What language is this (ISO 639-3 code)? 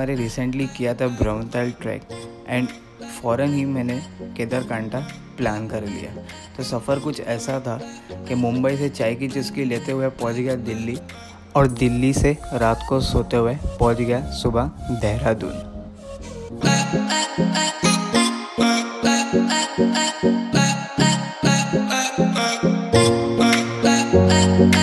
hin